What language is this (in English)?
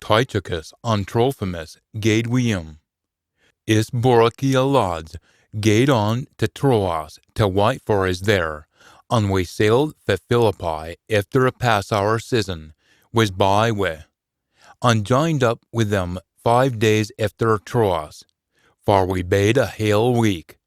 Scots